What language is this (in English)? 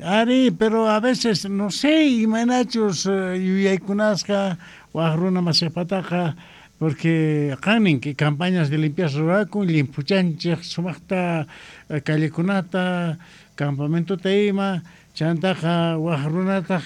Quechua